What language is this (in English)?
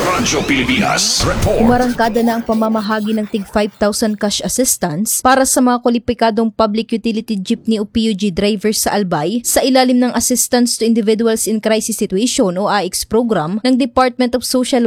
Filipino